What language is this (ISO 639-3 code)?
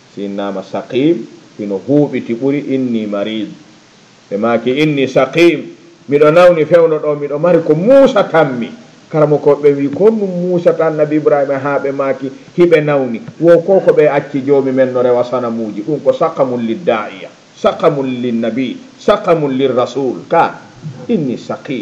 ful